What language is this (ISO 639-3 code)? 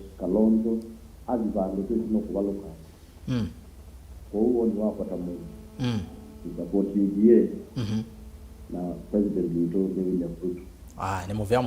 kam